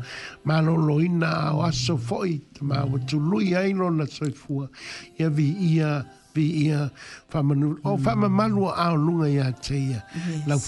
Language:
Samoan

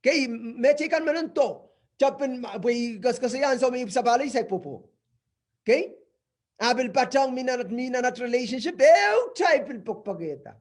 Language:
Pohnpeian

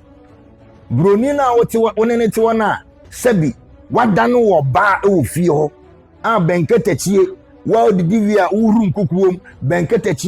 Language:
Akan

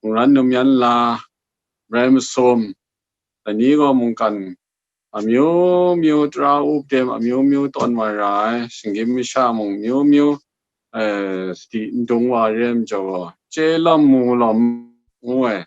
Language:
Kachin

